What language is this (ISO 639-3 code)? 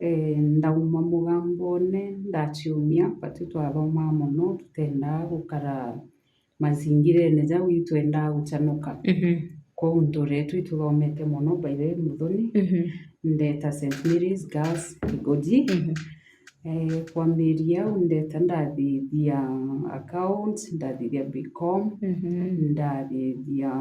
mer